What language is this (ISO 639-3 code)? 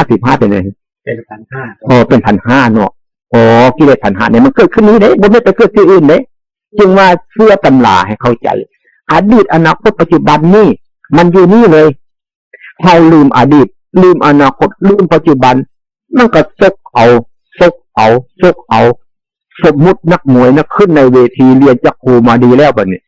tts